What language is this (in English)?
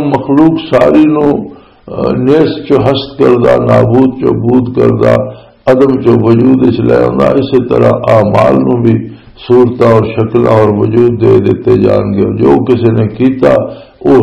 Western Panjabi